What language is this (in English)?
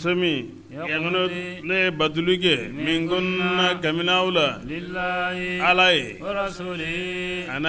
Bambara